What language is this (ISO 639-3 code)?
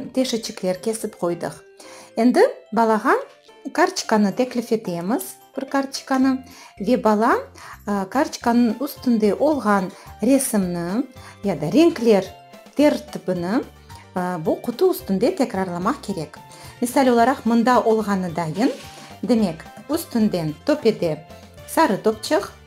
crh